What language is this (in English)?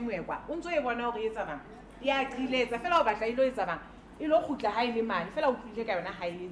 Southern Sotho